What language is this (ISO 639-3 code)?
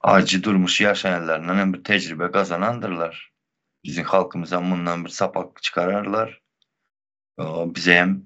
tuk